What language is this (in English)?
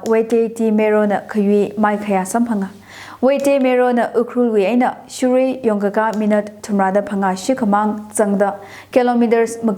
Tangkhul Naga (India)